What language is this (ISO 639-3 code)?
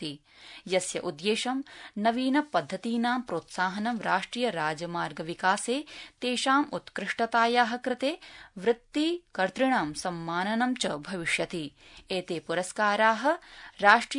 san